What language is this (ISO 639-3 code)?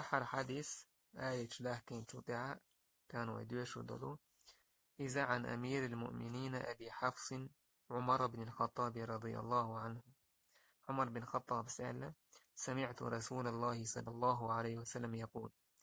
che